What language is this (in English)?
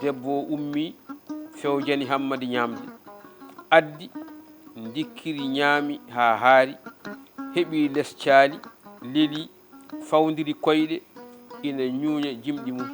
Fula